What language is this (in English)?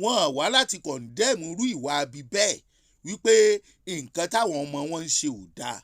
Yoruba